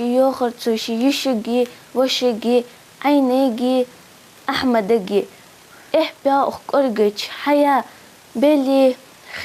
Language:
Ingush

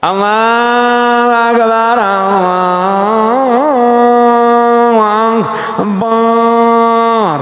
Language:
Achinese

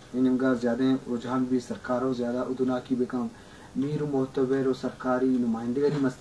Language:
Eastern Balochi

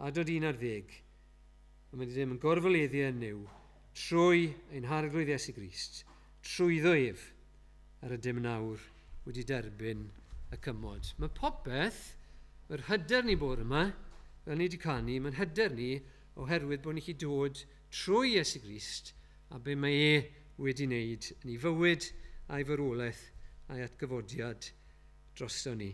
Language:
Welsh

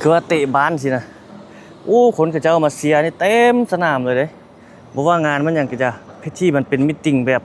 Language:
Lao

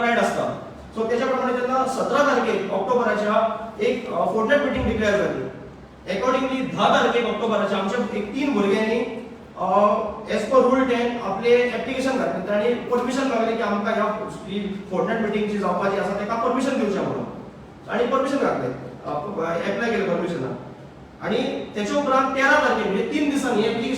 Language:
Konkani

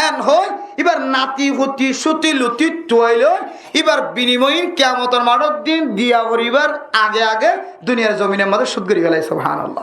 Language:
Rohingya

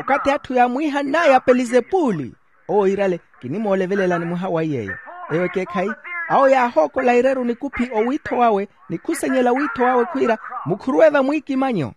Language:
Makhuwa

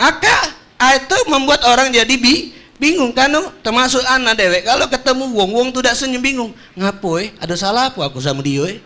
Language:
Musi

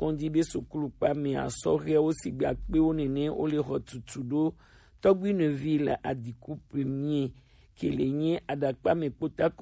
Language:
Gen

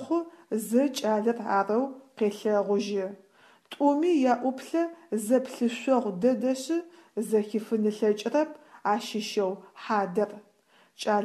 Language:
Adyghe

